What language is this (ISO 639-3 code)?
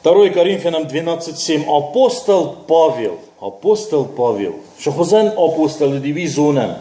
oss